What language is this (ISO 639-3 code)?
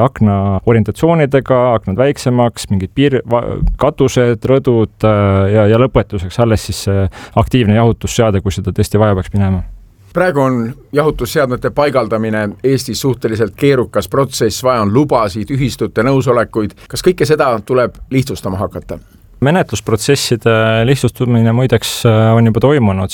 est